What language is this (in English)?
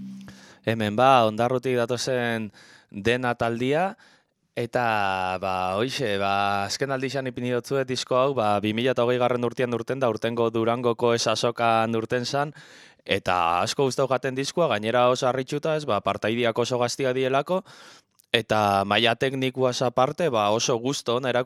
Basque